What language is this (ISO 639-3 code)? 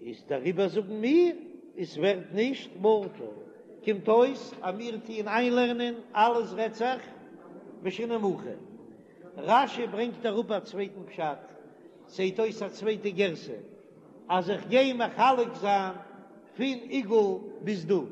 yid